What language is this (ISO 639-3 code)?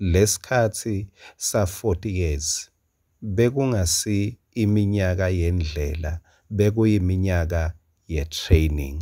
ssw